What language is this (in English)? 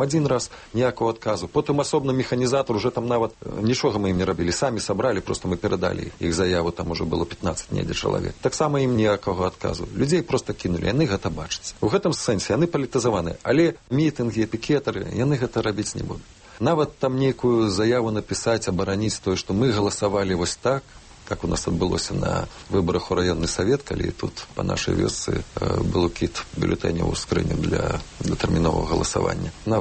Belarusian